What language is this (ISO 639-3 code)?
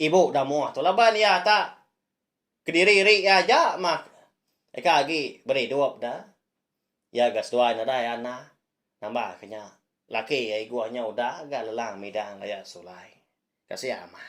iba